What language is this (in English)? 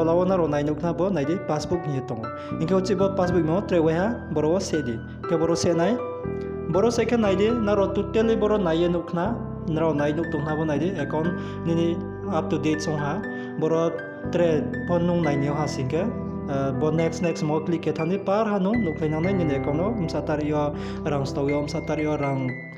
Riang (India)